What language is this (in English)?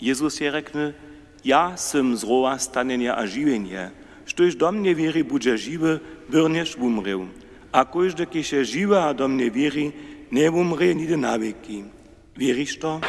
Upper Sorbian